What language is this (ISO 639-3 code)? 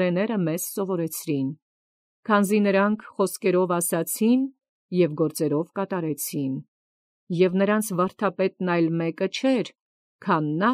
hye